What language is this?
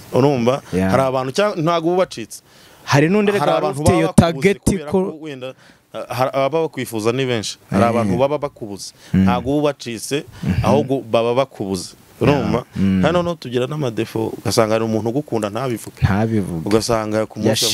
Kinyarwanda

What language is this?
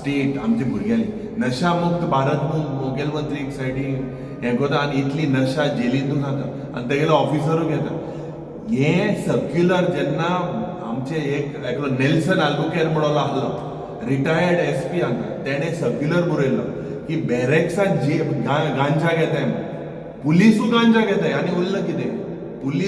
Konkani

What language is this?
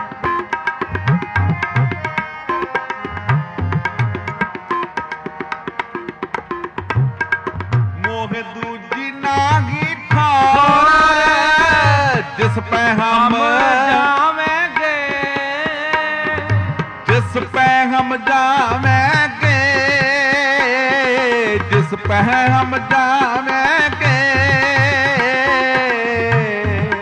Punjabi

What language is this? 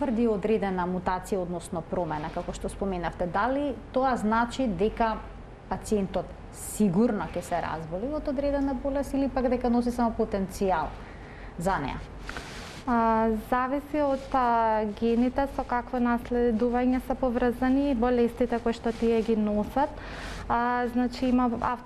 Macedonian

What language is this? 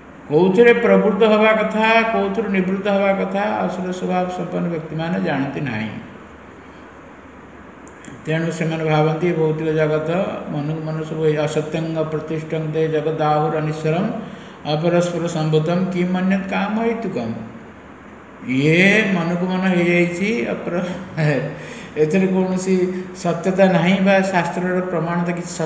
Odia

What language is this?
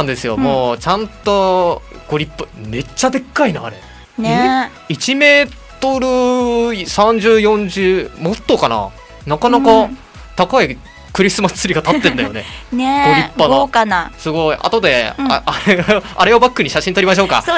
Japanese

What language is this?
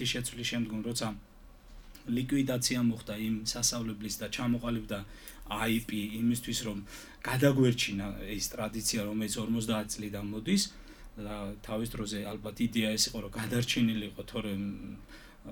Georgian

